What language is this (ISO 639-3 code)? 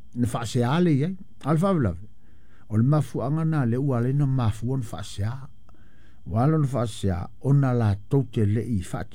smo